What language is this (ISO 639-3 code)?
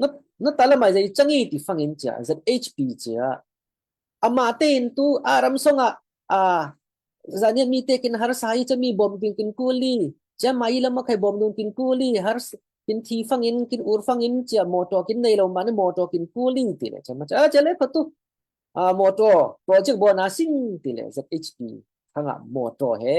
cfm